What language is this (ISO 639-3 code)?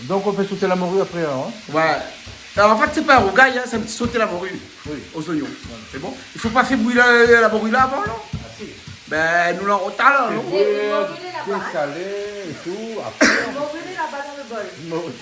rcf